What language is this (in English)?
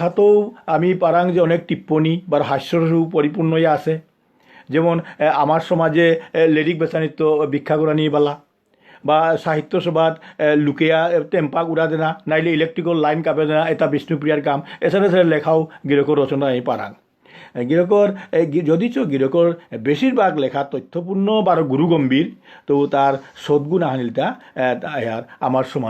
Bishnupriya